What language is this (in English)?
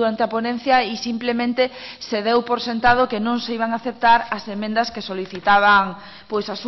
Galician